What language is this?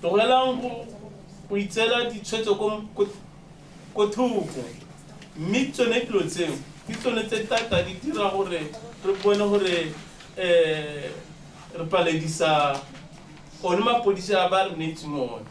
Tswana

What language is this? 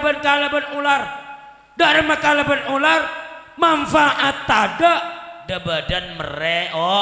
Madurese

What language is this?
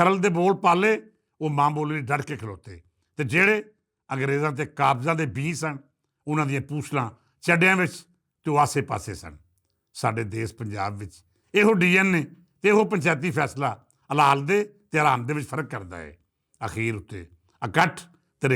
Western Panjabi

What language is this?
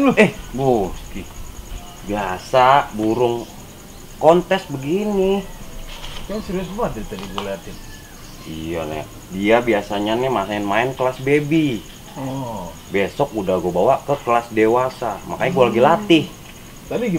Betawi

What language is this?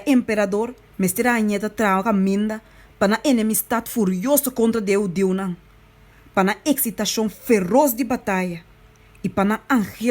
Papiamento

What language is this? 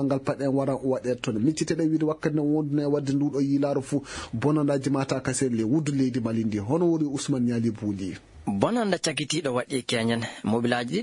Fula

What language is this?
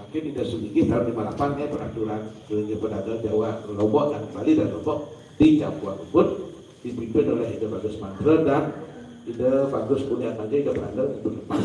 Balinese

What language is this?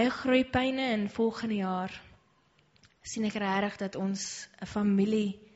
Afrikaans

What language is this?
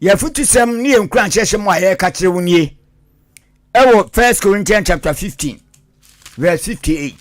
Akan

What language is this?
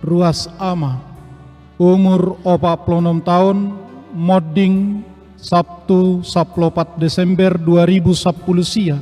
Batak Toba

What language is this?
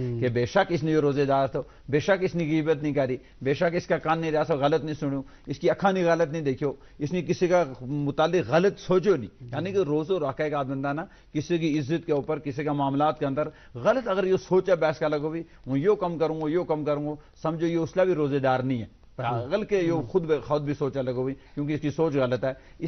Gujari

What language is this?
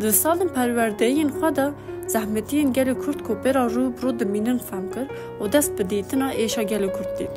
Kurdish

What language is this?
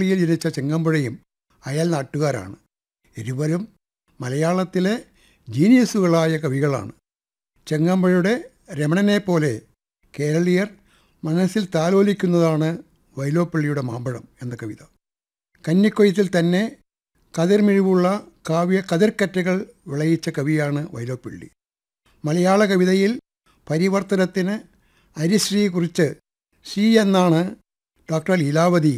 Malayalam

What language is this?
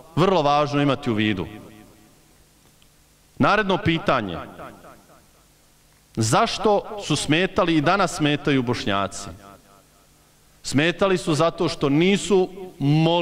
Bosnian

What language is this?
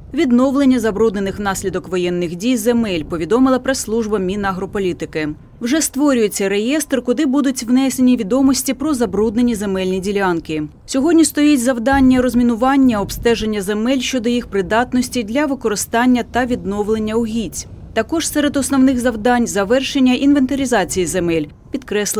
Ukrainian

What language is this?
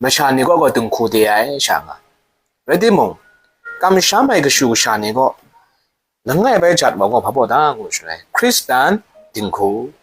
Kachin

